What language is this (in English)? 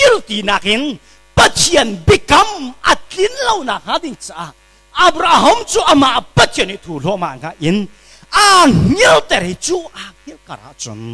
Hakha Chin